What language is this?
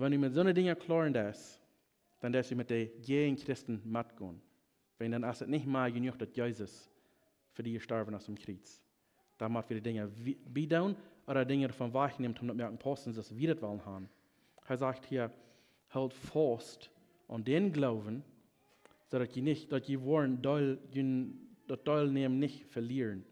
Plautdietsch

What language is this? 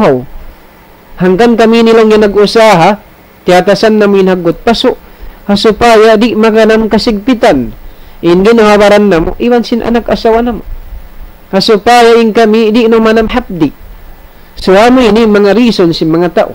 Tausug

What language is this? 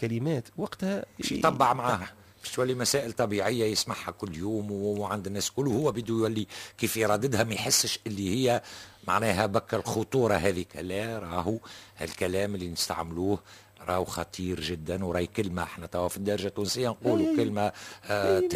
Tunisian Arabic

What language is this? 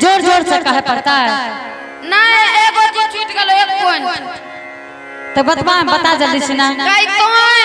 Angika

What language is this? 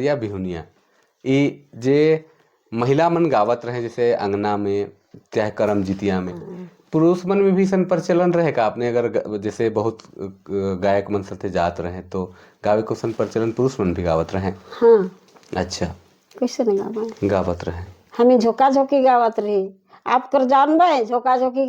Sadri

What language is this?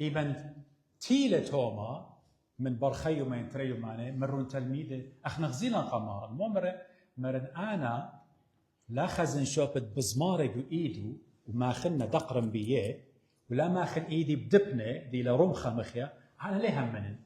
Assyrian Neo-Aramaic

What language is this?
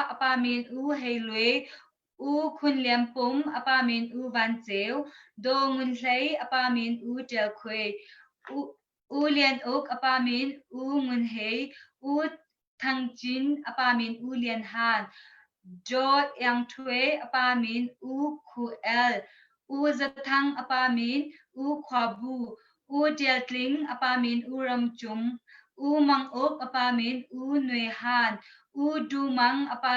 Hakha Chin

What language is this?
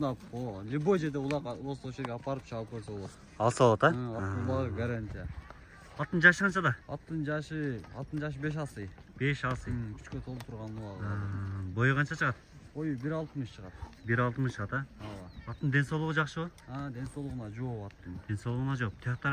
Kyrgyz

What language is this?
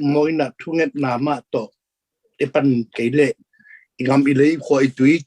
Tedim Chin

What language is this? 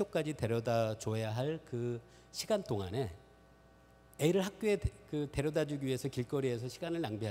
Korean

